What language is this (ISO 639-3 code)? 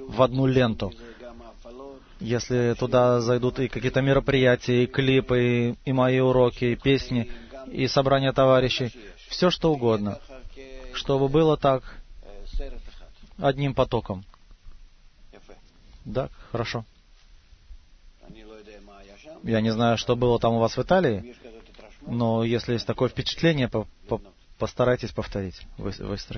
rus